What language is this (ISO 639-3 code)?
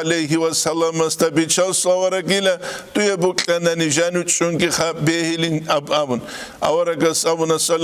ava